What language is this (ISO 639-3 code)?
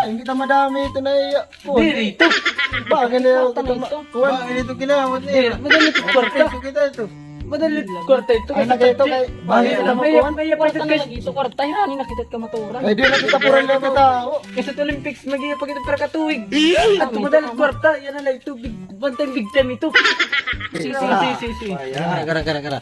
war